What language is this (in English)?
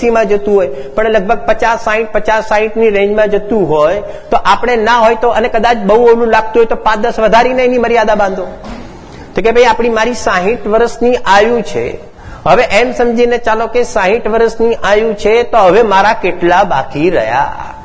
Gujarati